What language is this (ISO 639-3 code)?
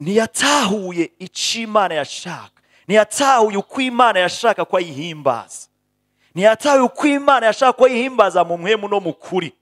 run